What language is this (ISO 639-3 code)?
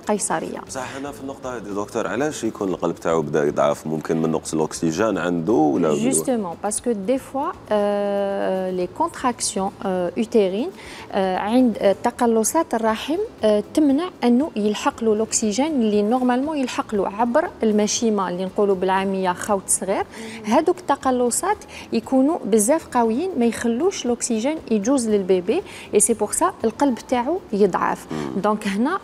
arq